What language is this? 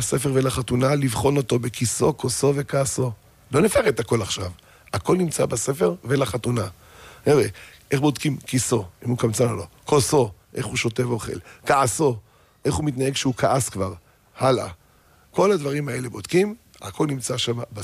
Hebrew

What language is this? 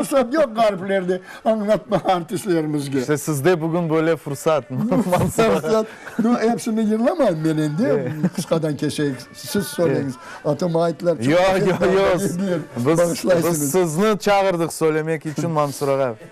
Crimean Tatar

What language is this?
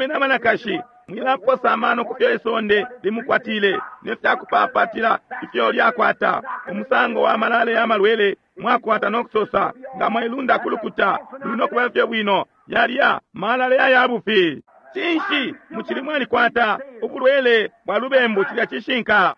Bemba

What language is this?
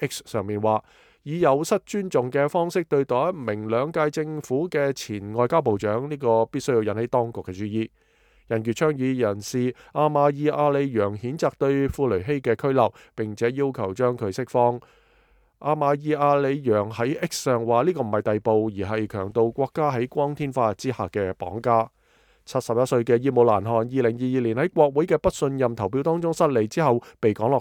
Cantonese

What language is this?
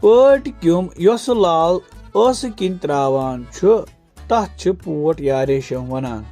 Kashmiri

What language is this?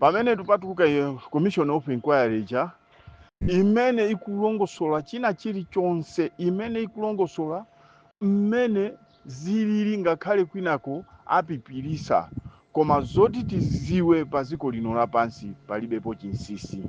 Nyanja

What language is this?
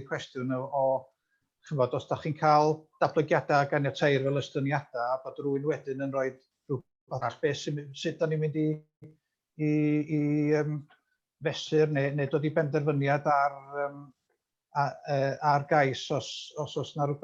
Welsh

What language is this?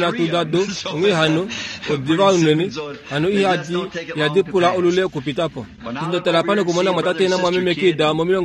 Kuanyama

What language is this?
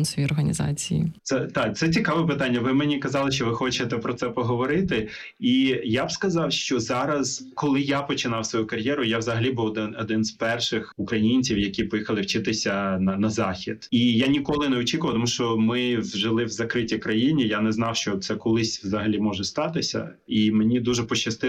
Ukrainian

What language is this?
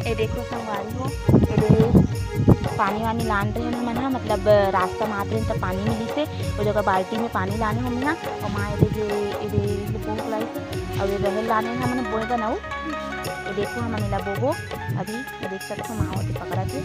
Chhattisgarhi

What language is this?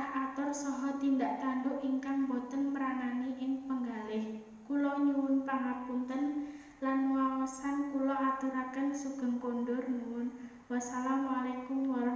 Javanese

